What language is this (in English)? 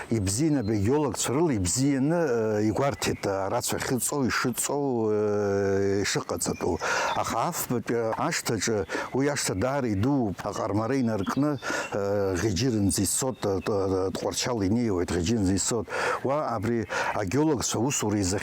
Abkhazian